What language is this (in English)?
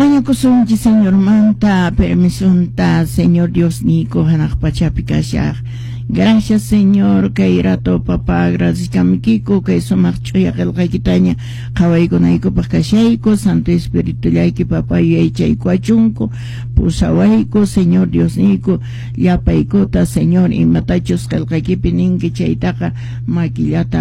Quechua